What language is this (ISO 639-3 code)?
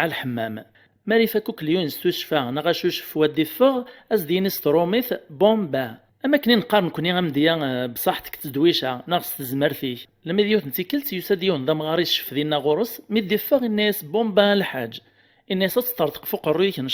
kab